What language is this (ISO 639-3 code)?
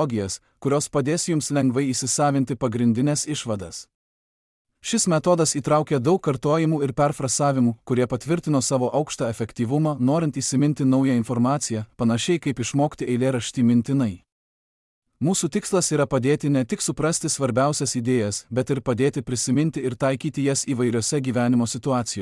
lit